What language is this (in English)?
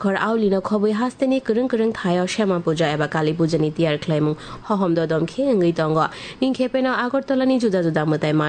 Kok Borok